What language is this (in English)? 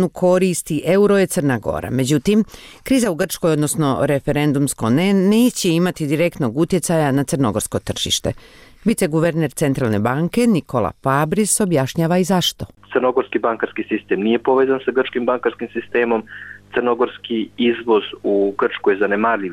Serbian